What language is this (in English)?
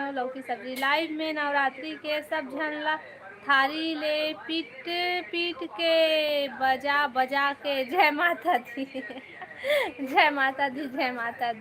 Chhattisgarhi